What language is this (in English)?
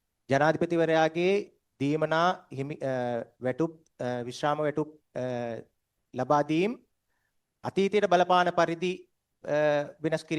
Sinhala